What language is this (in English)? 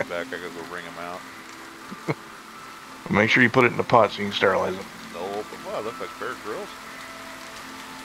English